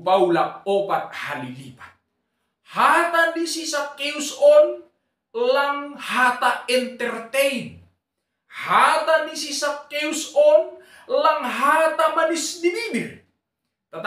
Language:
Batak Simalungun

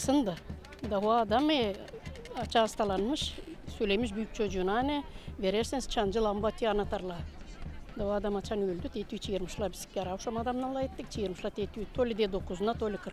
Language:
Gagauz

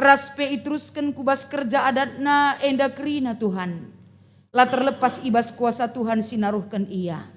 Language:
Batak Karo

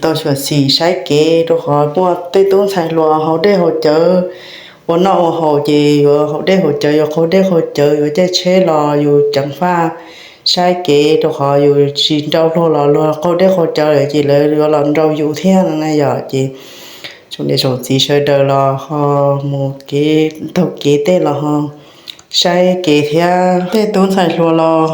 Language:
Hmong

